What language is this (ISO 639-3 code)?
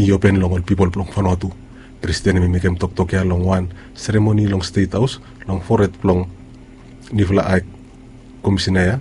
bis